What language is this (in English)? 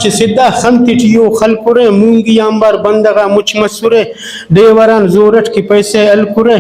Brahui